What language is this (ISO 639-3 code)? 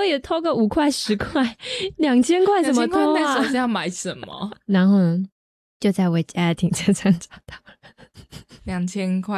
zho